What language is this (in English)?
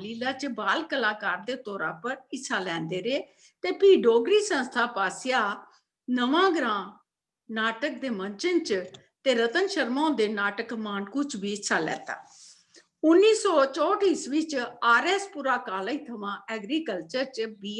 Dogri